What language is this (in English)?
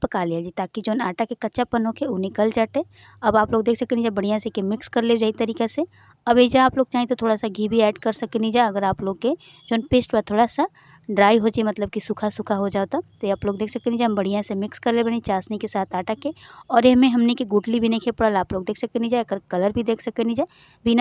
Bhojpuri